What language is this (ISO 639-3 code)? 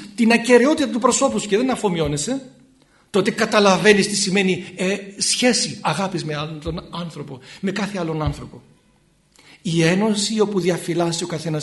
ell